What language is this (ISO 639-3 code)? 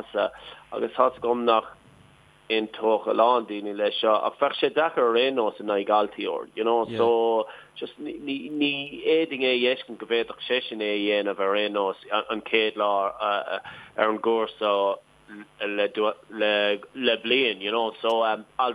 gle